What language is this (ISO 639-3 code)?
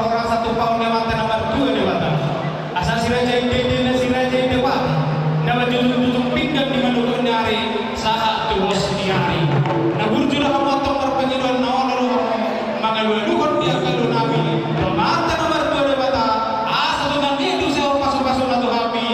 bbc